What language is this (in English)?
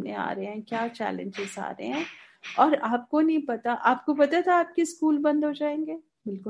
Hindi